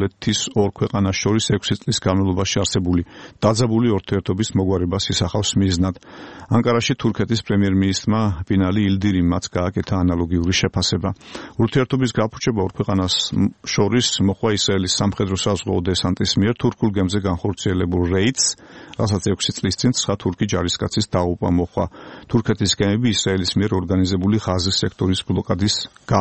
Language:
Georgian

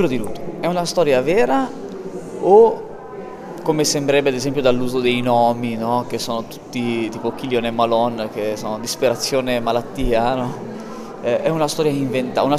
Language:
Italian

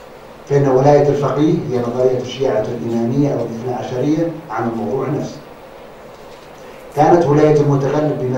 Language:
Arabic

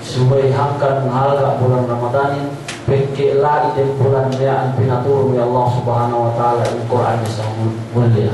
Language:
Yakan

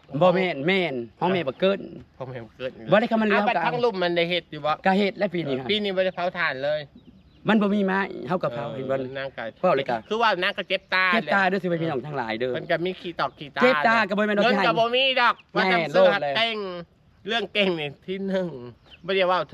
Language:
Northeastern Thai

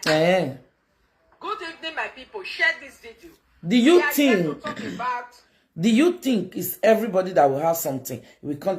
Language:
Nigerian Pidgin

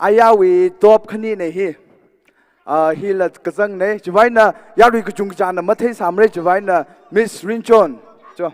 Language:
Tangkhul Naga (India)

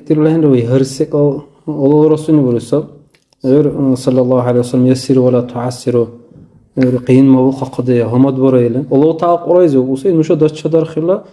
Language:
Dargwa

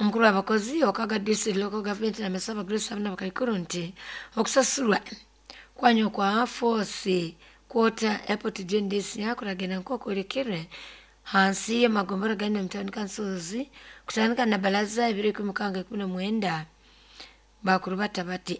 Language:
Nyoro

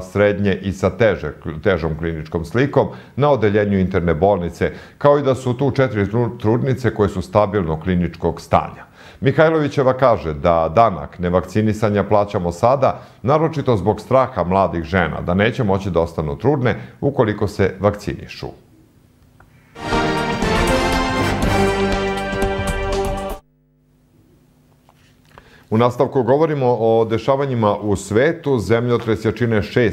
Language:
Serbian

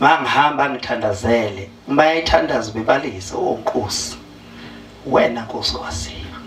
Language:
Zulu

